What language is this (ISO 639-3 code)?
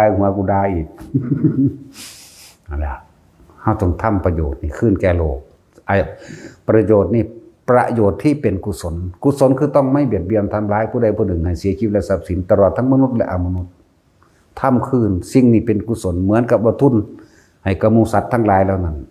lao